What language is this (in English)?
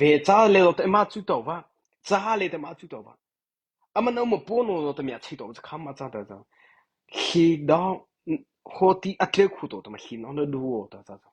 Mara Chin